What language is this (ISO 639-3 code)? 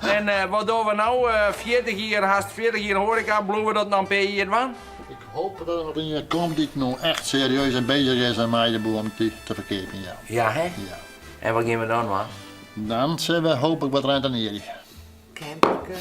fry